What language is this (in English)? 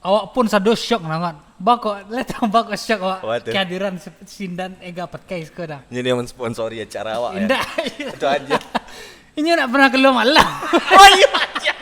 Minangkabau